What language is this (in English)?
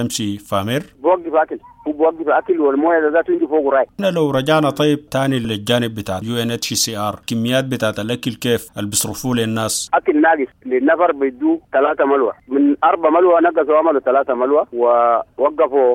Sudanese Arabic